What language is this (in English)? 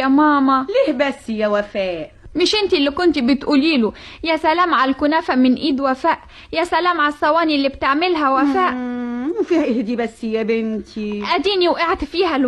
Egyptian Arabic